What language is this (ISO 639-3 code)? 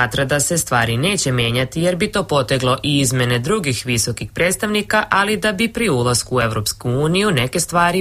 srp